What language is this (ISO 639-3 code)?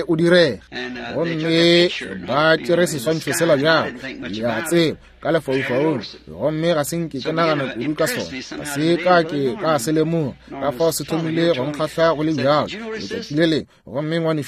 nso